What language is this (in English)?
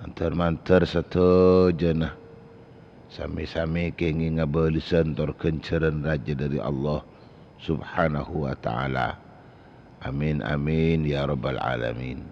Madurese